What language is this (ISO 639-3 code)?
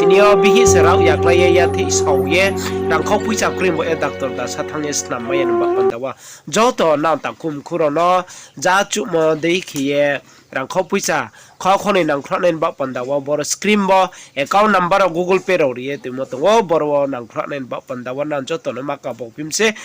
ria